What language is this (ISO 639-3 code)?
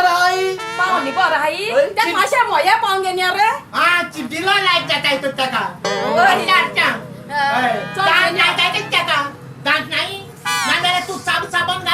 kok